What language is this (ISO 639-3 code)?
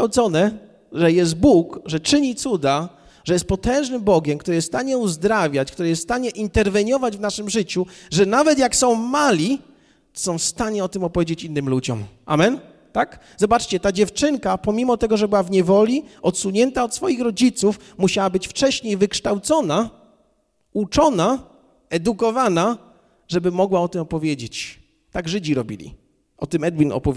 pol